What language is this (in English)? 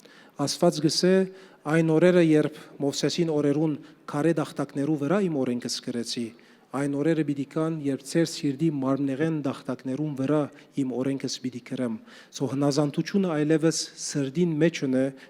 Western Armenian